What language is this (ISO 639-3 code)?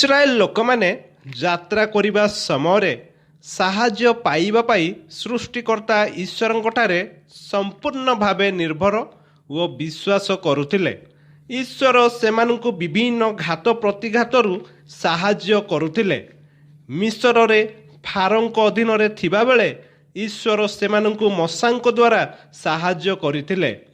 ori